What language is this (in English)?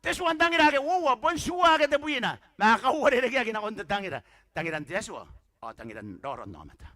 Gilbertese